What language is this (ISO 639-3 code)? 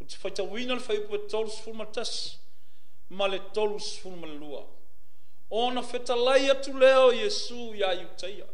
smo